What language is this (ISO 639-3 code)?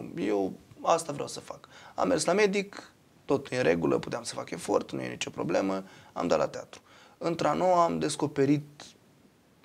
ron